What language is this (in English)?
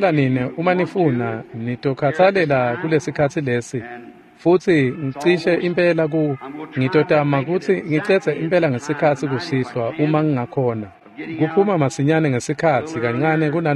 Swati